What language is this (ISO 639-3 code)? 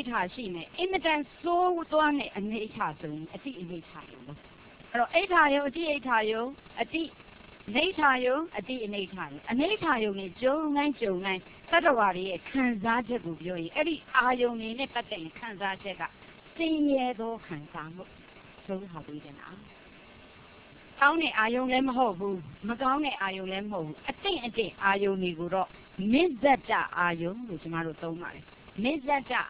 mya